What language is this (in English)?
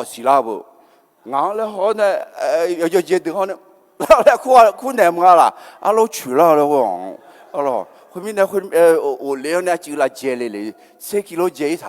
Akha